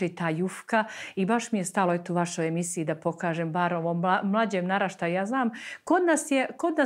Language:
Serbian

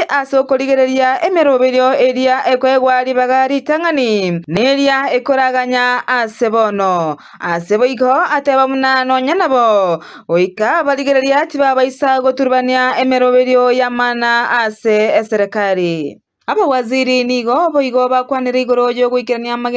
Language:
Gusii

